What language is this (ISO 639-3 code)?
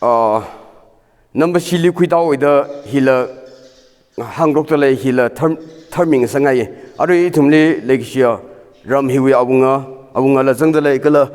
nmf